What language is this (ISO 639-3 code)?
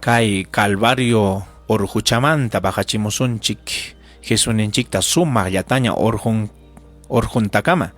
quy